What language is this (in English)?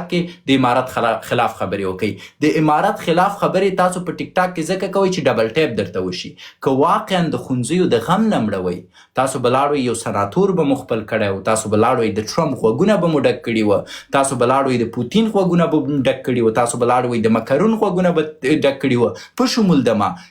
Pashto